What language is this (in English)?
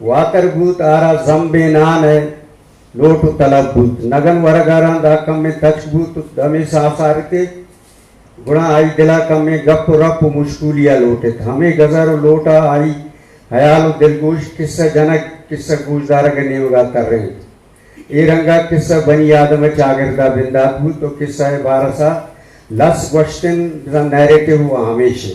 Eastern Balochi